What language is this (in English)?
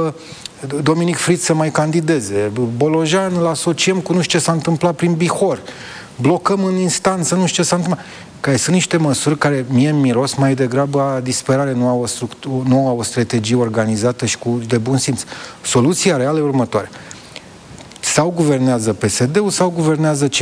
Romanian